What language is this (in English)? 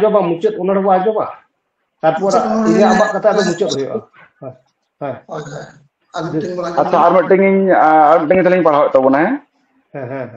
Santali